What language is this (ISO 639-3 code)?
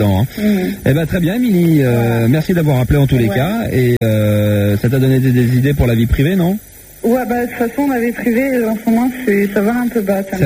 fra